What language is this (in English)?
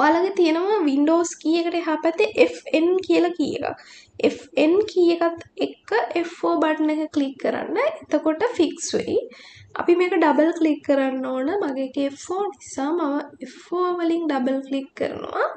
Sinhala